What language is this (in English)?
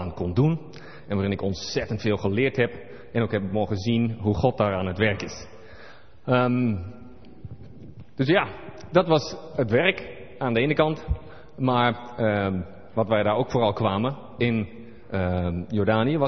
Dutch